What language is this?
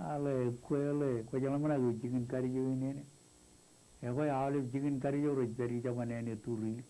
Marshallese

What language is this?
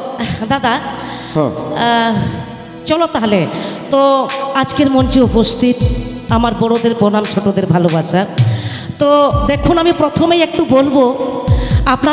Santali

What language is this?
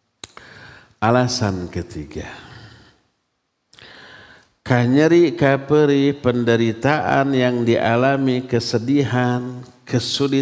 Indonesian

